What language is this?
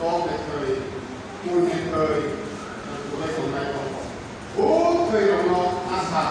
Kok Borok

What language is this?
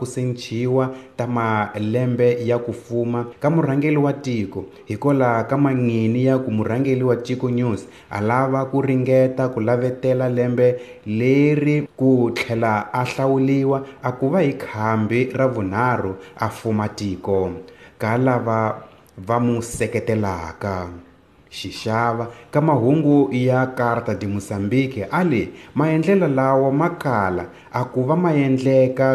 Tsonga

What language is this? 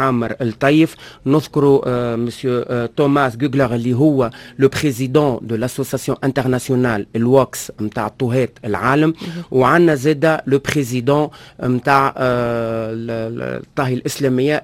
Tunisian Arabic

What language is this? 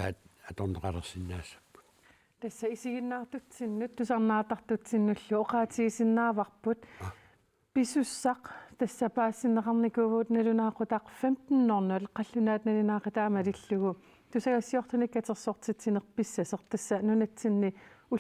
Kalaallisut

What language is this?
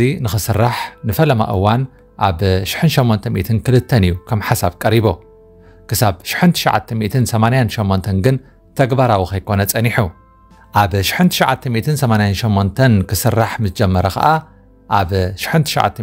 Tigrinya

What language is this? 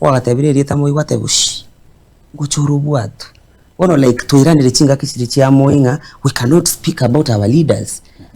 Gusii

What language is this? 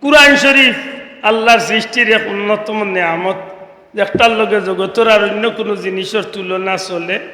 Sylheti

